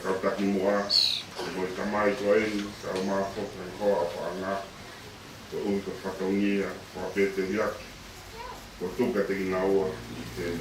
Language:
Tongan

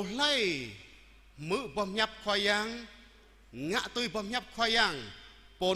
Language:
Jarai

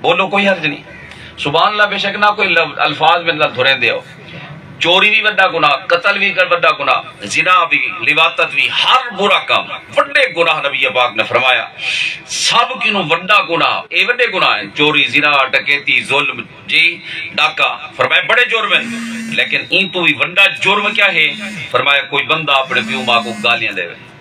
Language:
Saraiki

